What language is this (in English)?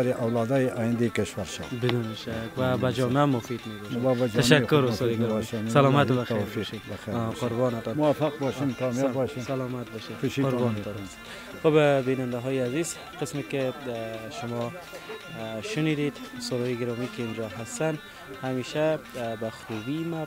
Persian